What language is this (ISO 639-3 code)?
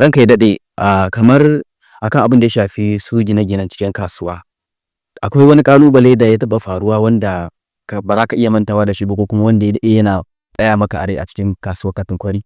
hau